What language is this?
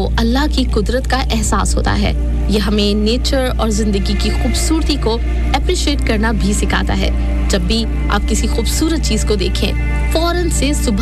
Urdu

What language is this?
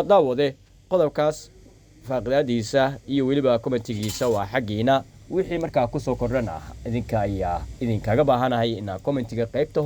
Somali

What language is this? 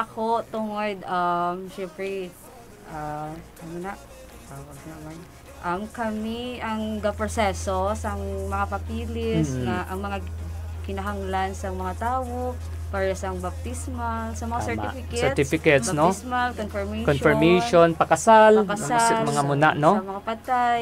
Hiligaynon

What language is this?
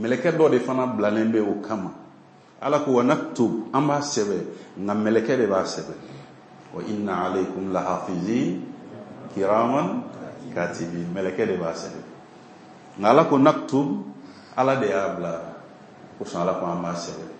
Bambara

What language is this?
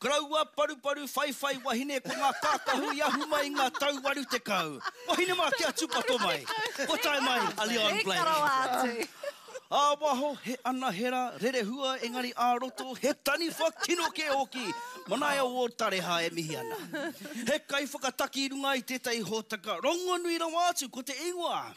Māori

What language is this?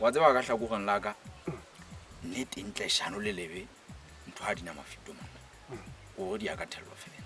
Southern Sotho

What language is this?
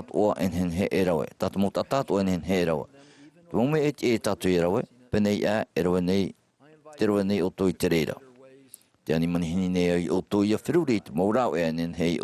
Tahitian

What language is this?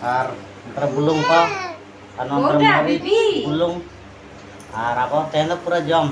Santali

